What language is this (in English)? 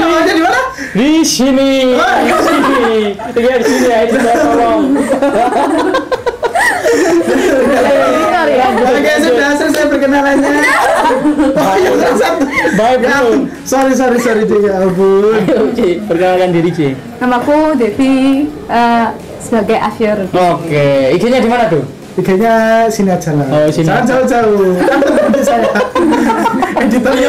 Indonesian